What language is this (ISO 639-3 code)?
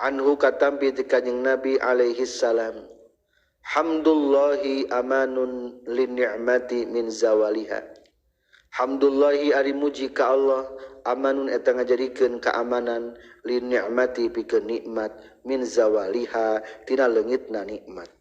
sun